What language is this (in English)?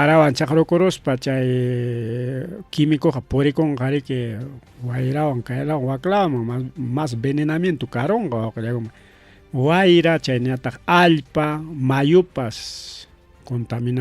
Ayacucho Quechua